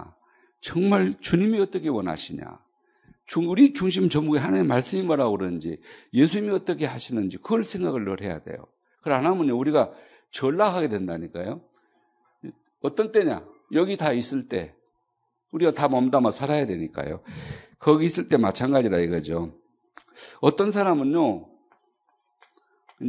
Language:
Korean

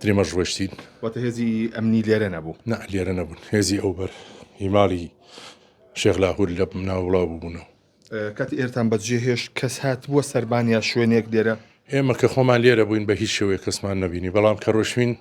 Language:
Central Kurdish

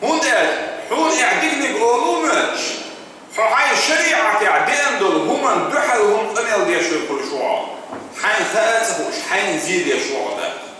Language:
Chechen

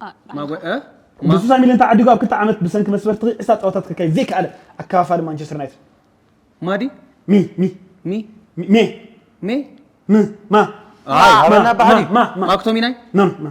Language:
Tigrinya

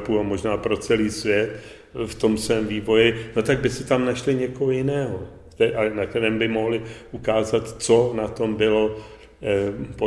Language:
Czech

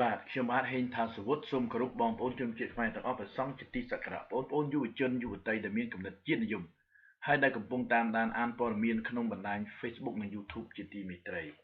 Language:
Khmer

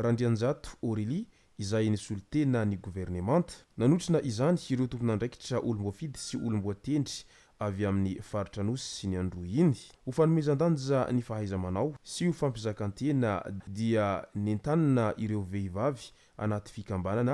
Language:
Malagasy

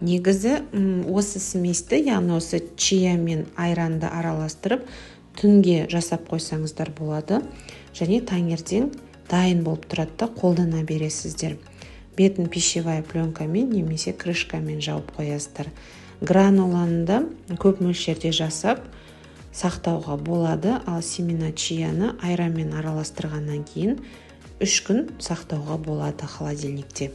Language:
Kazakh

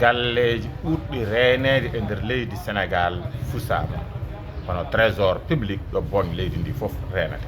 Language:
Fula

